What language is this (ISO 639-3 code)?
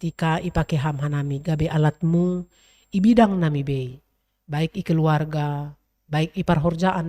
bts